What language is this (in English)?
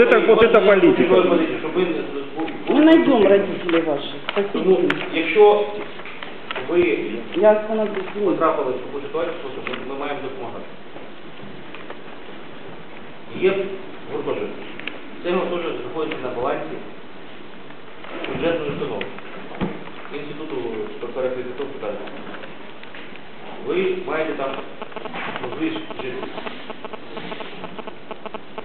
Ukrainian